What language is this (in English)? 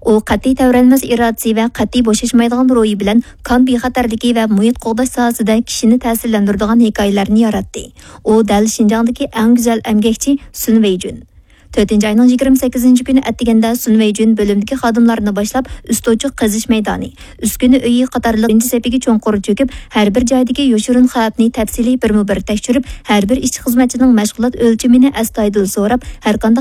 Uyghur